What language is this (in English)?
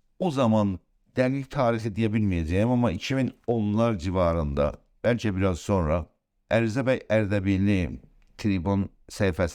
South Azerbaijani